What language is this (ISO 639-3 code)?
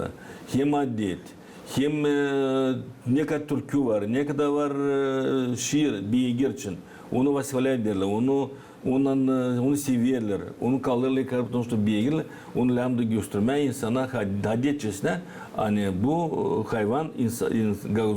gag